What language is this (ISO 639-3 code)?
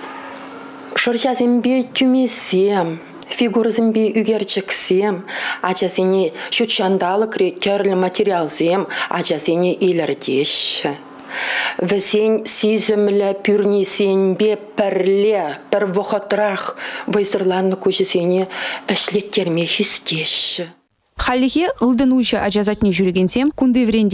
chv